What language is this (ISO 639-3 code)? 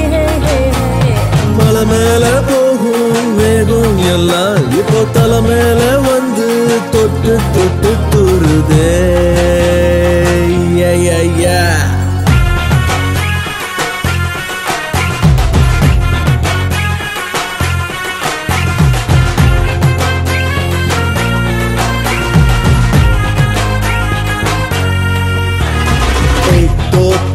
tam